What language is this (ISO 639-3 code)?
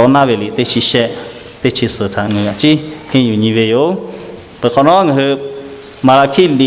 lhu